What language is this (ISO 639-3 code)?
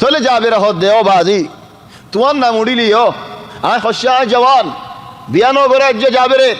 rhg